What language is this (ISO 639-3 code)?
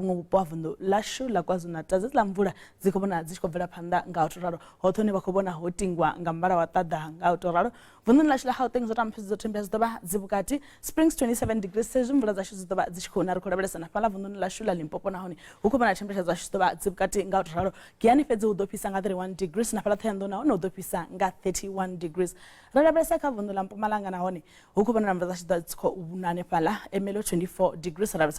ven